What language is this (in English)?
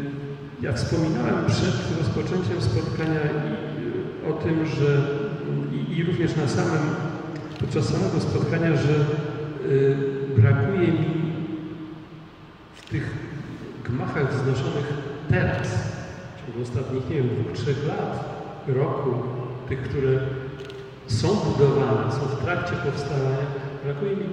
Polish